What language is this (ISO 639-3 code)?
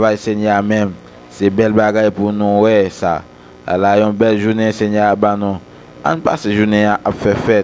hat